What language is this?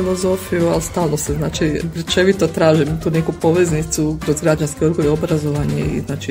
Croatian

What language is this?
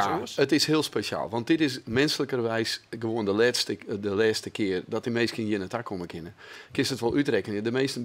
Western Frisian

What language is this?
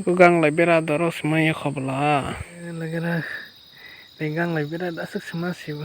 Kok Borok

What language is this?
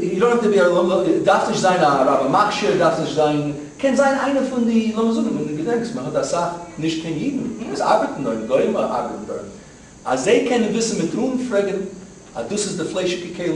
Yiddish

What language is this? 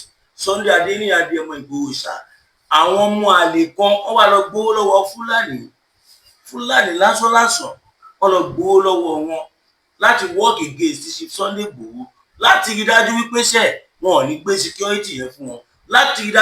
Yoruba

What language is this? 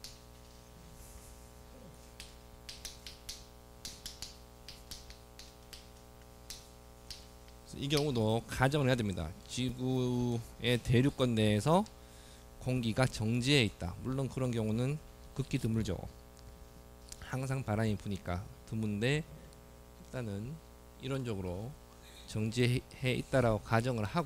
Korean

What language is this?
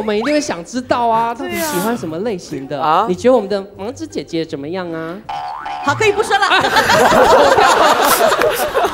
Chinese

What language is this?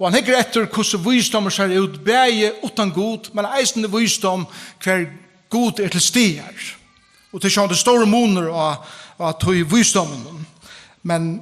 Faroese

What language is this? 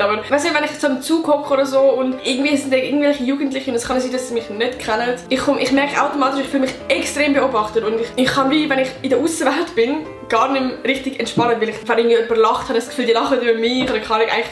Swiss German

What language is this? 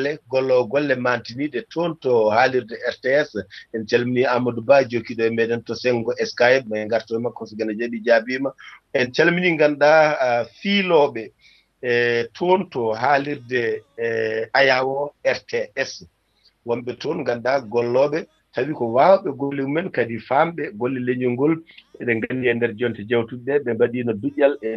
Fula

